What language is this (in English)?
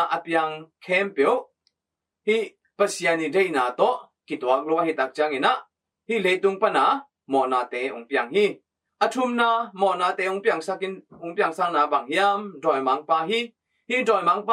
Tedim Chin